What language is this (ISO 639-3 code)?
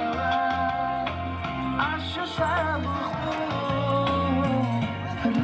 kaa